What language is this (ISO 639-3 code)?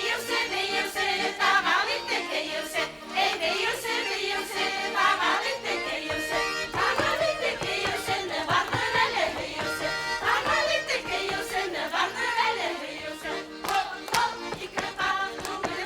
bak